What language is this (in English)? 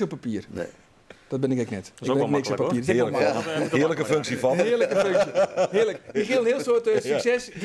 Western Frisian